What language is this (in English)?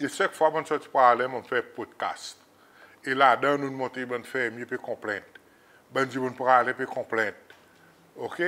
Seselwa Creole French